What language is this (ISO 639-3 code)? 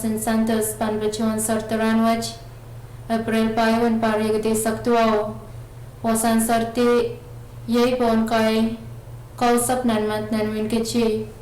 pon